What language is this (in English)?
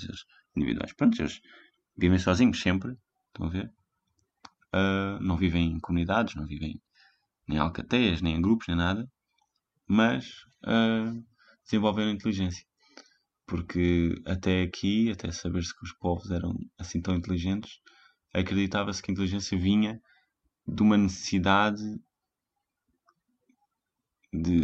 Portuguese